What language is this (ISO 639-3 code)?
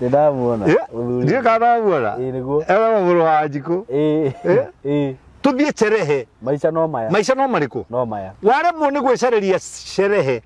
kik